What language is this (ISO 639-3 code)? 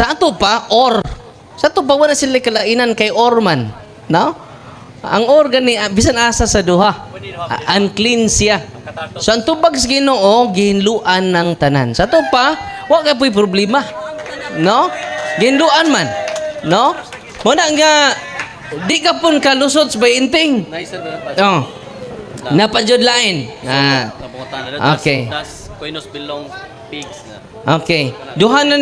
ceb